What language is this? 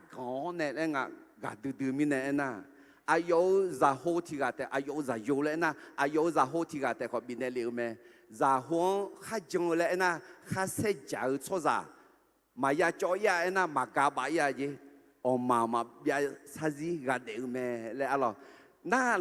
Akha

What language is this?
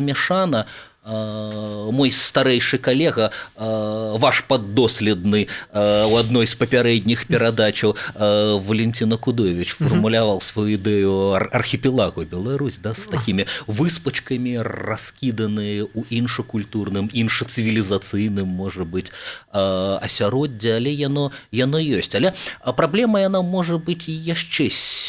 Belarusian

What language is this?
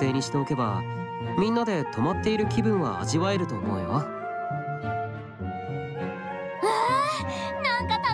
Japanese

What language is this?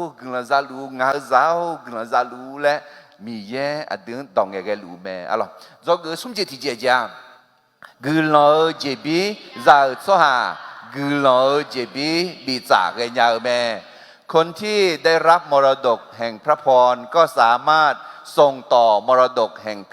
Akha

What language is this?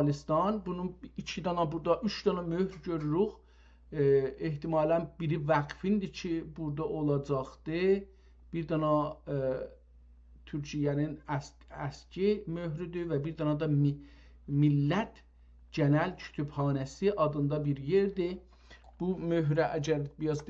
South Azerbaijani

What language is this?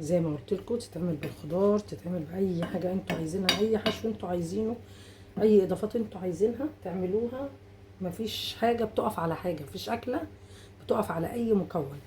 Egyptian Arabic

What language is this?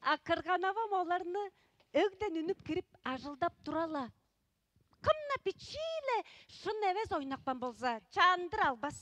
Tuvinian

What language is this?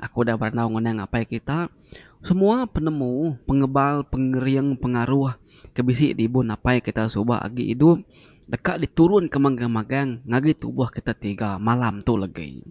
Iban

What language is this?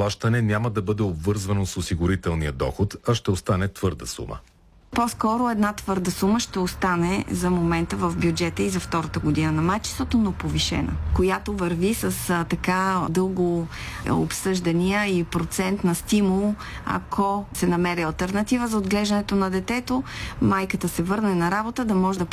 Bulgarian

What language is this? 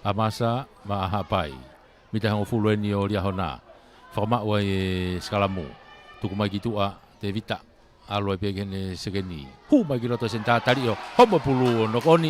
Tongan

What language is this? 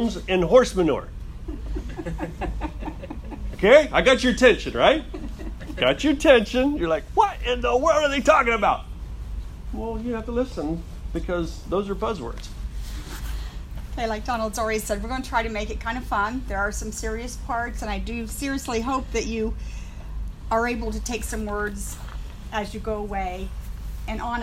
English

